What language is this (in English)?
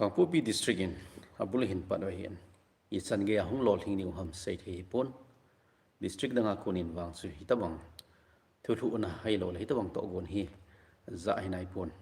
Thado Chin